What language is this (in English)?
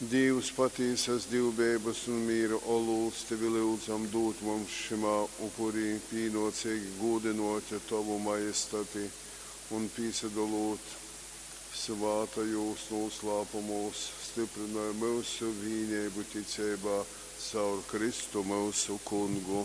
Latgalian